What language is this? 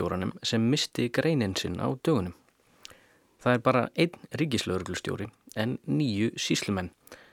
Icelandic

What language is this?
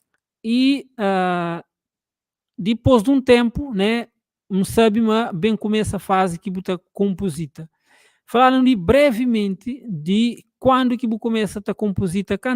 Kabuverdianu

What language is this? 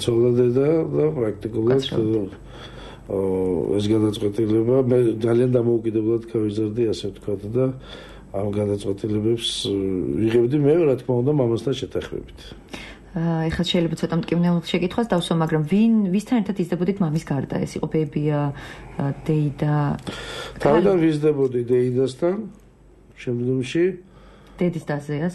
Georgian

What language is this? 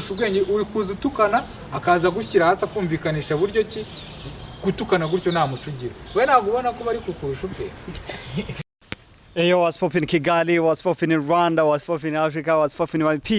Kinyarwanda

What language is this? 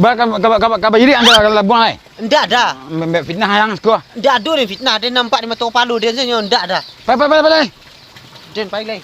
Minangkabau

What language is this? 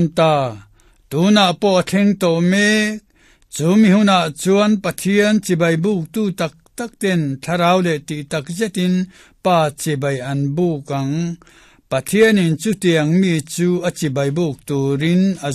Mizo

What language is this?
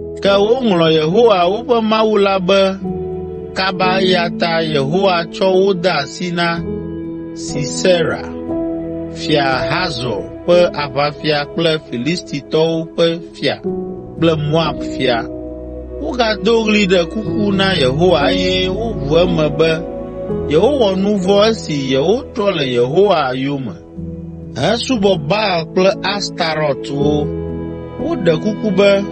Ewe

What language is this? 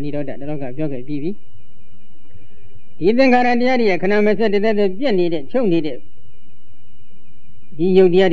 Burmese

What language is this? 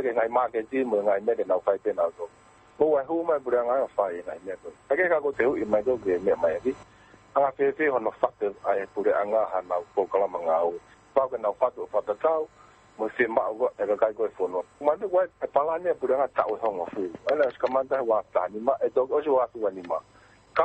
Tongan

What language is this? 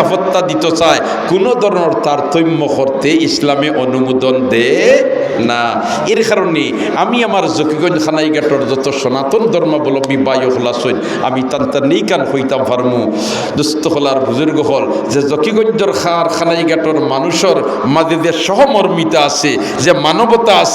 Sylheti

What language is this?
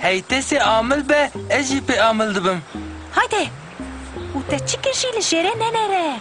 Kurdish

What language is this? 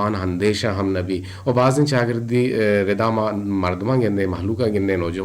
Eastern Balochi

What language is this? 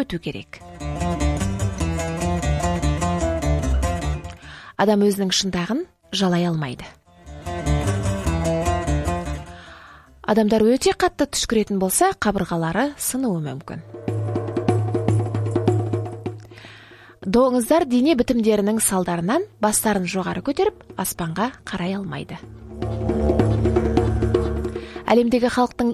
Kazakh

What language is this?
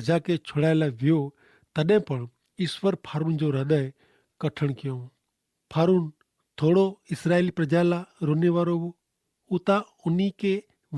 Kachhi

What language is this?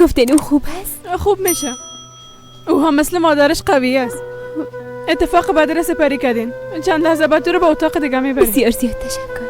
Persian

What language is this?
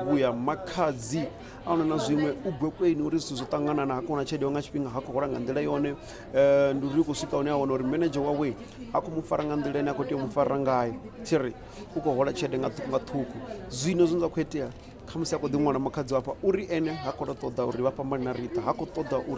Venda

